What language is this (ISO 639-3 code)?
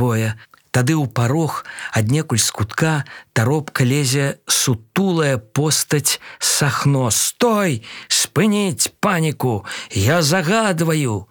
bel